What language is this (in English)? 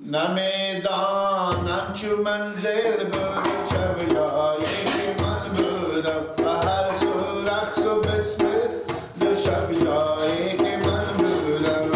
Persian